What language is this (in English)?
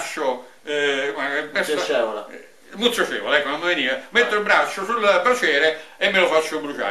Italian